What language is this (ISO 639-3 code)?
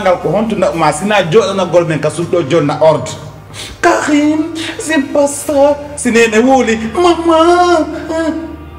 fuf